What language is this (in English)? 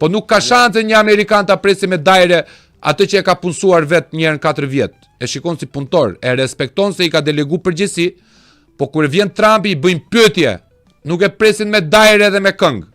Albanian